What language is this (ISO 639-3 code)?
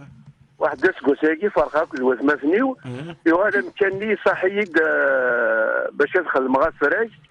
kab